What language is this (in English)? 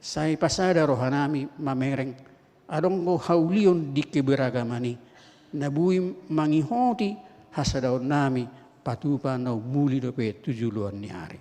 Batak Toba